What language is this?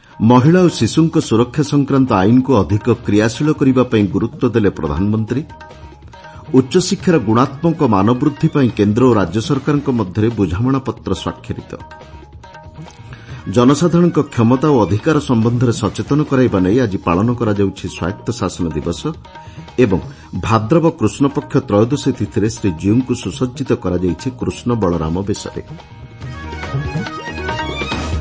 Odia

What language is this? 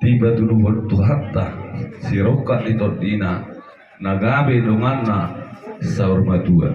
Batak Toba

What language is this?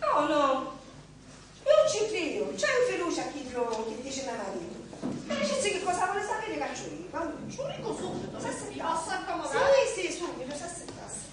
Sicilian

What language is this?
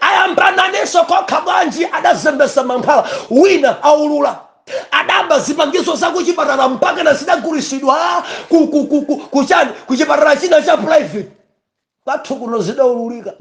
Nyanja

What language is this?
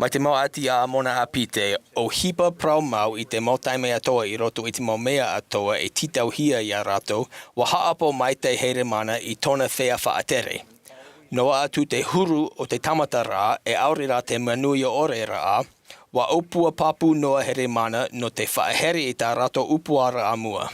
Tahitian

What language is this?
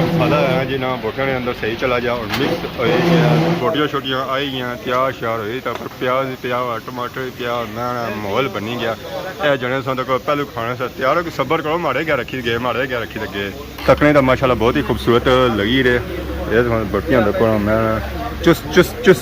Pahari-Potwari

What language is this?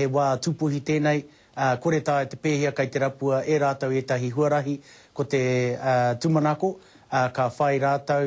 Māori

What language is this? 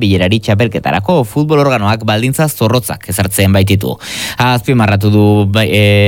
Basque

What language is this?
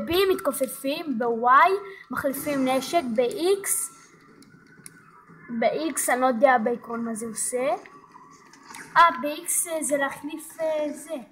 Hebrew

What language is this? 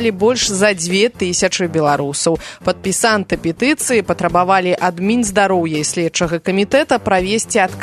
Belarusian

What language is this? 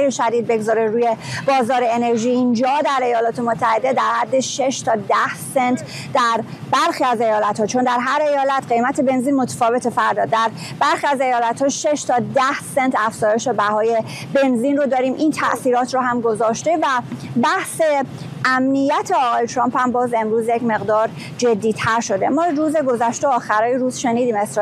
Persian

